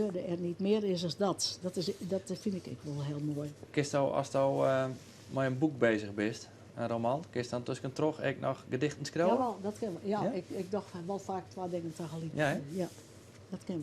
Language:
Western Frisian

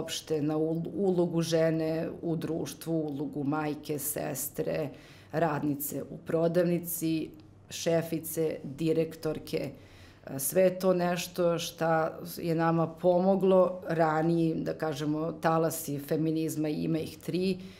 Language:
Serbian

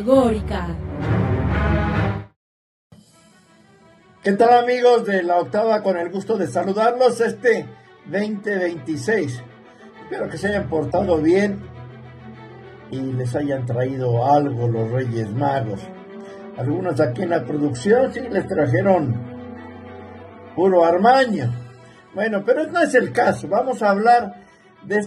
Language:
Spanish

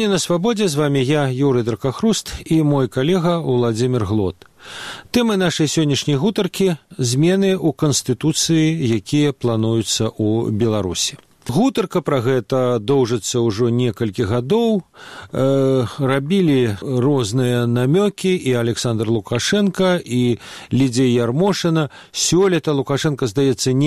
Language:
Belarusian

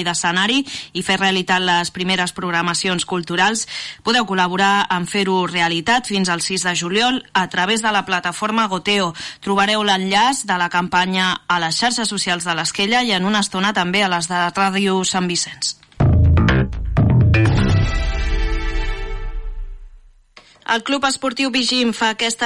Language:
Catalan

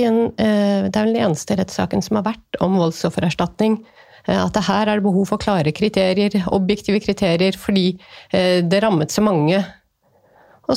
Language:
Norwegian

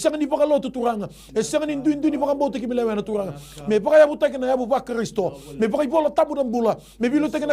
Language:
Fijian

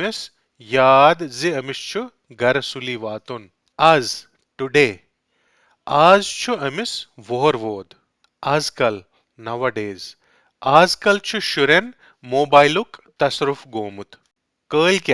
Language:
Kashmiri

